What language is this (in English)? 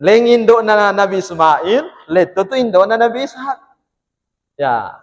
Buginese